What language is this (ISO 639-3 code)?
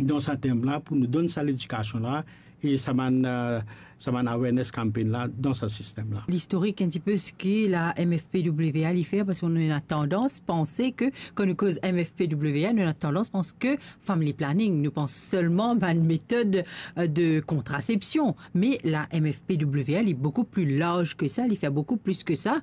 mfe